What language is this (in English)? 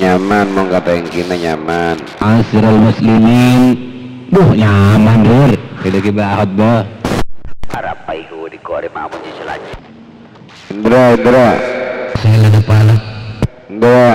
Madurese